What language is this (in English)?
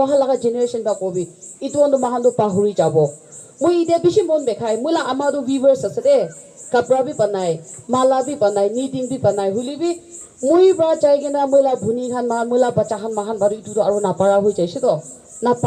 Naga Pidgin